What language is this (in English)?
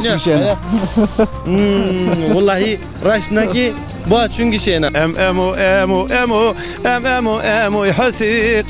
Zaza